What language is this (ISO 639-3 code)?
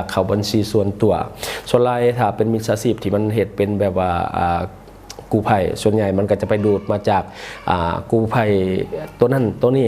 lao